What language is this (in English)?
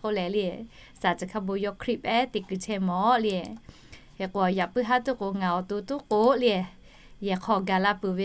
Lahu